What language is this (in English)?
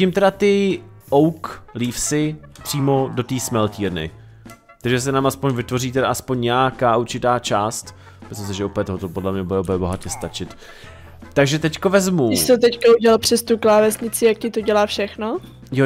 Czech